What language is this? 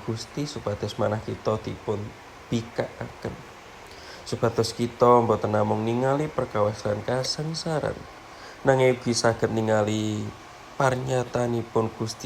Javanese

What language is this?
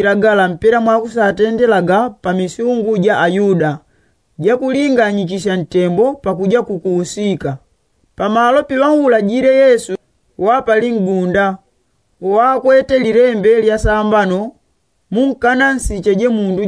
Yao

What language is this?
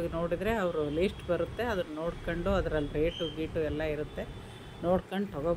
Kannada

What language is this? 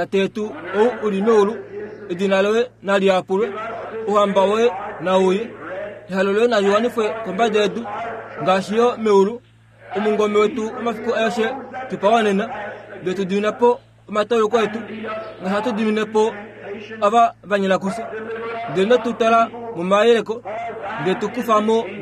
Kuanyama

